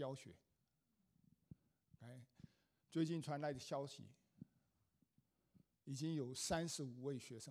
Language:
Chinese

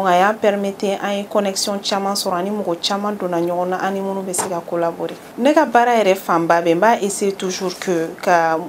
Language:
Bambara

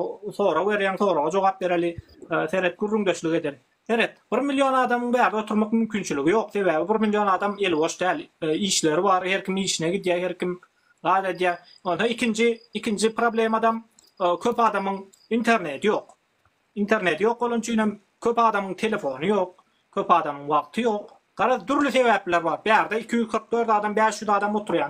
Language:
Turkmen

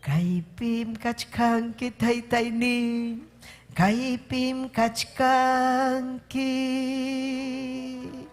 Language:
Ayacucho Quechua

